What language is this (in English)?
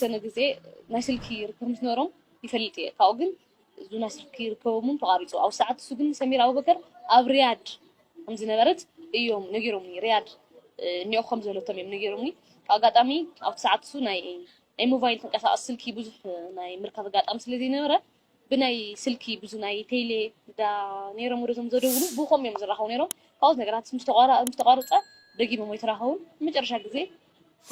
Tigrinya